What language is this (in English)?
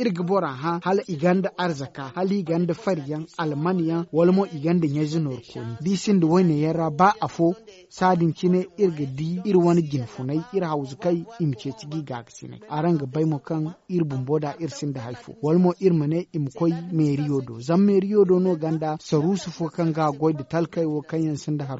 Zarma